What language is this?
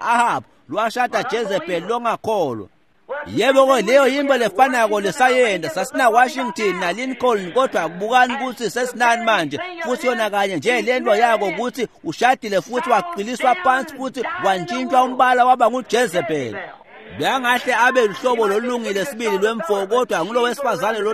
Swati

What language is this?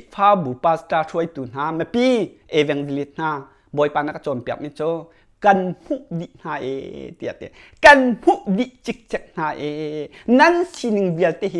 Hakha Chin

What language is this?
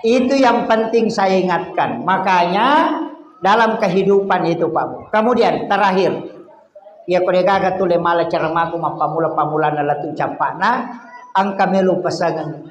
Buginese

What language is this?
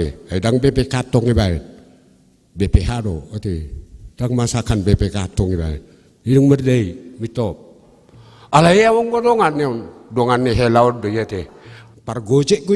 Batak Toba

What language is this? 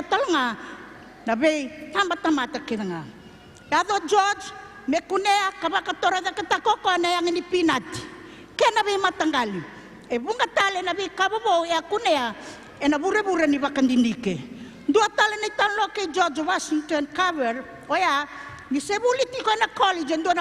Fijian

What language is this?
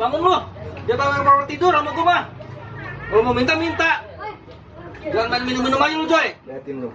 Betawi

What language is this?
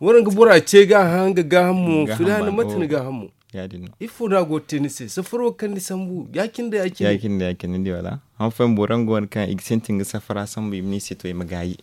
Zarma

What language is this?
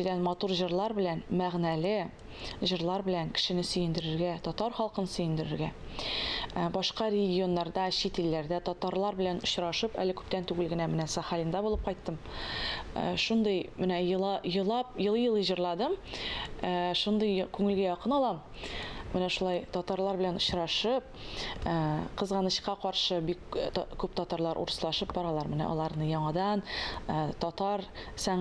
Tatar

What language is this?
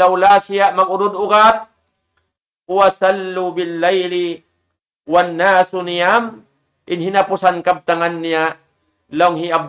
Tausug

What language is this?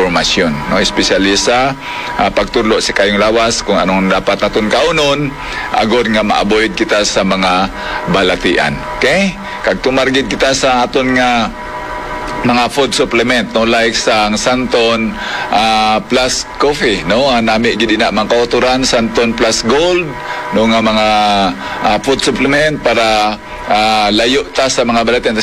Hiligaynon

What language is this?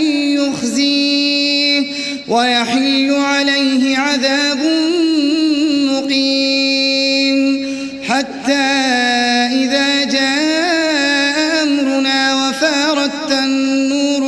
Arabic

